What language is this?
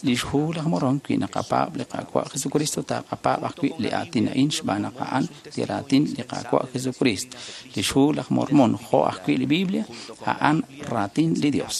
Kekchí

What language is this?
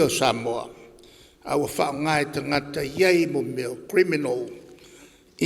Samoan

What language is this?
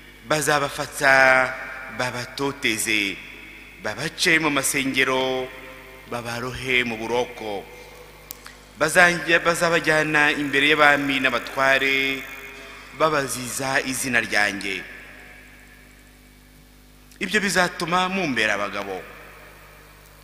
Kinyarwanda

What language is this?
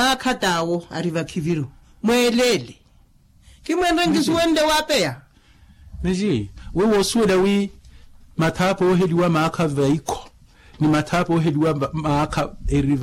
Makhuwa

